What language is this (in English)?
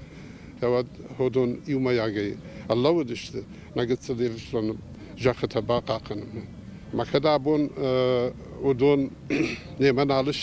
Ossetic